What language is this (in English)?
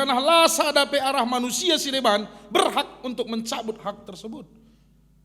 Batak Karo